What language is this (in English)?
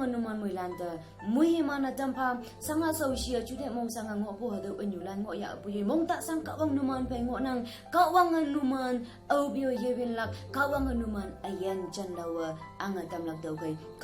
Konyak Naga